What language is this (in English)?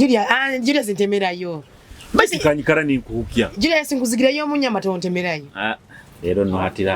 Nyoro